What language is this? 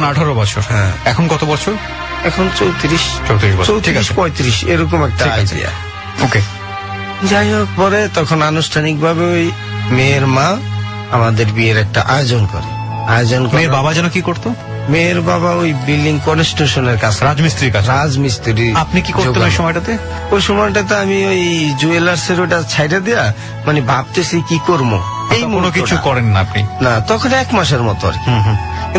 Bangla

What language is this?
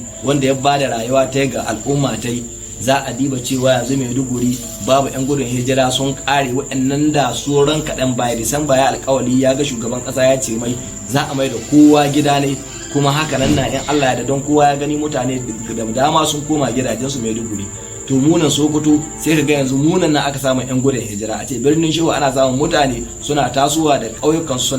Hausa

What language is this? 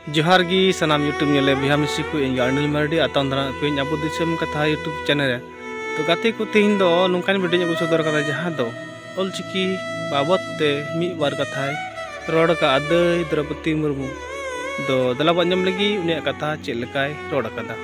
Santali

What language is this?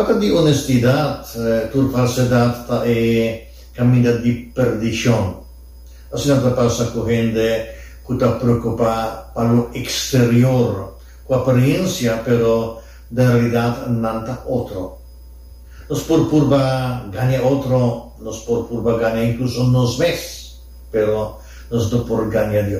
Papiamento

